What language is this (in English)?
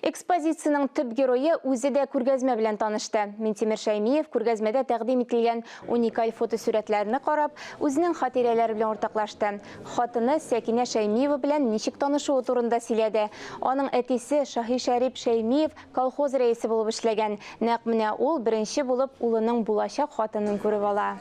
Tatar